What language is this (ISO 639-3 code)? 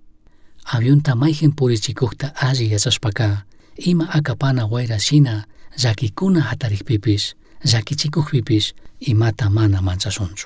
qug